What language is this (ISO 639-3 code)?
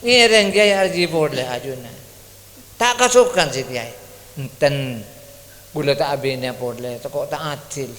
mad